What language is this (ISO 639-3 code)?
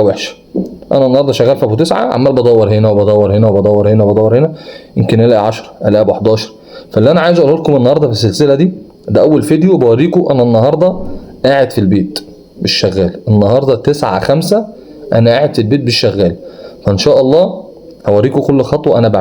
arz